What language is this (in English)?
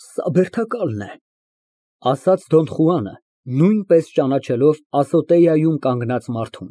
Armenian